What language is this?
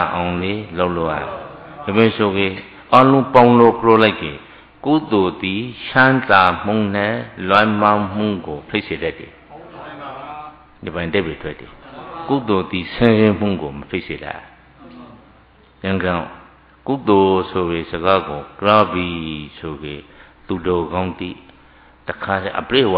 Burmese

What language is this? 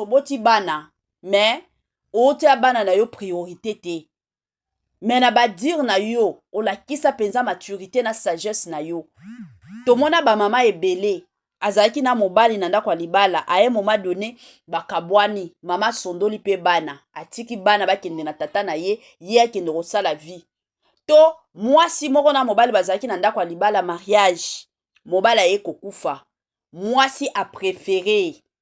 Lingala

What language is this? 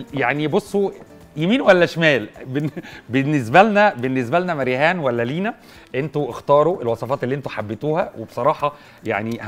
Egyptian Arabic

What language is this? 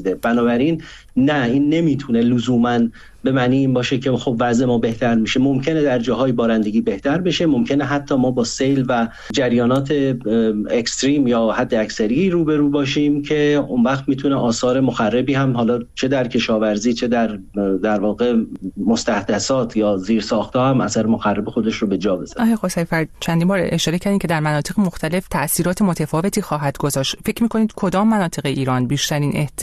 Persian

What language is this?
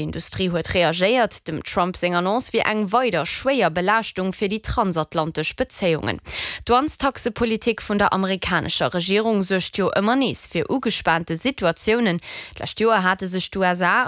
Luxembourgish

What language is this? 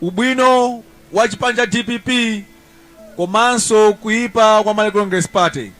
Nyanja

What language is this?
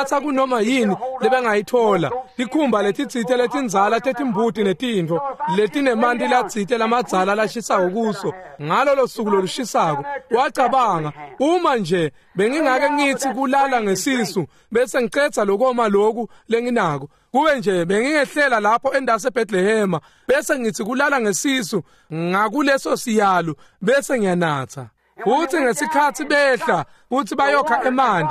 Swati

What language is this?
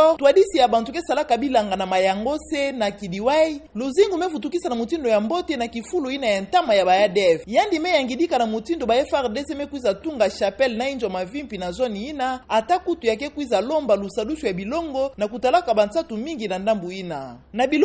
Kituba (Democratic Republic of Congo)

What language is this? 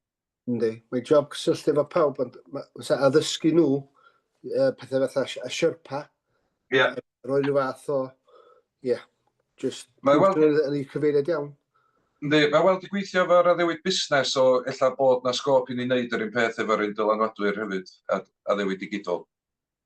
Welsh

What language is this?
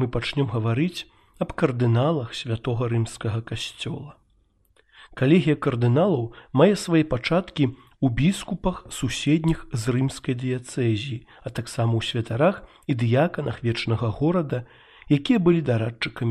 Belarusian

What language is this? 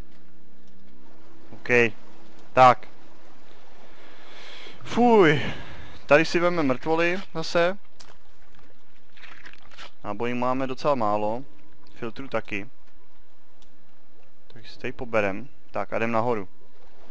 Czech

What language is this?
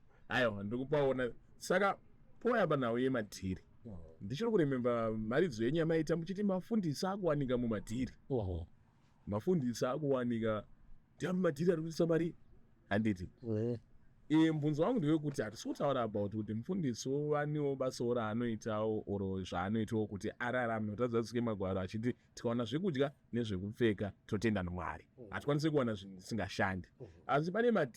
Shona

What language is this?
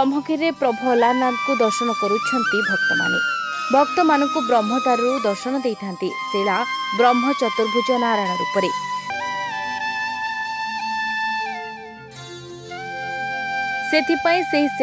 Odia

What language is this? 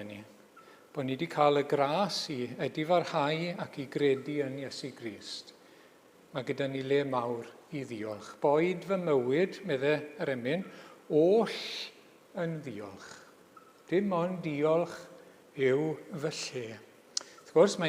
Welsh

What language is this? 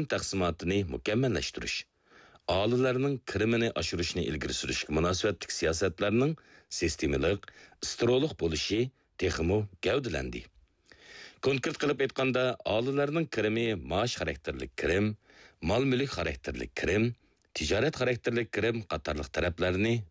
Uyghur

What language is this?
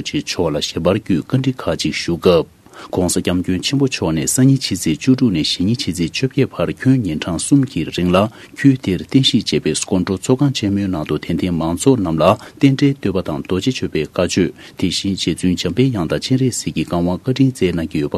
Tibetan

